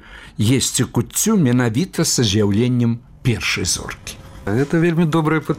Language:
Belarusian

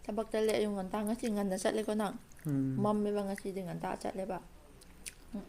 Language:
Manipuri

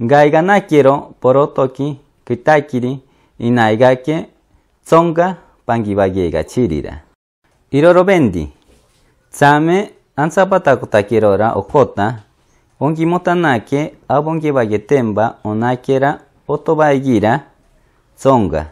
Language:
Machiguenga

